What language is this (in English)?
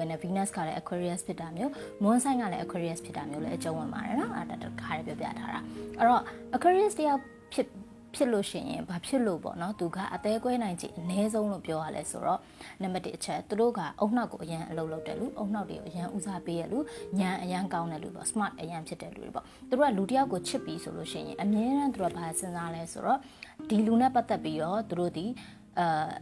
Burmese